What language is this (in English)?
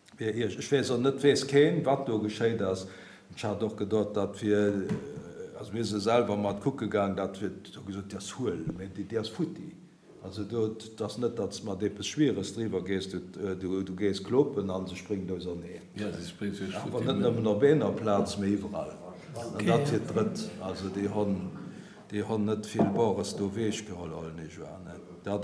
Luxembourgish